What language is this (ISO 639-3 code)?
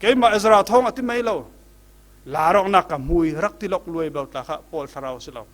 cfm